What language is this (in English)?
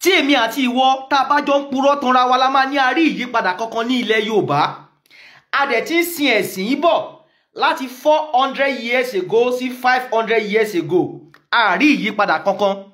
Yoruba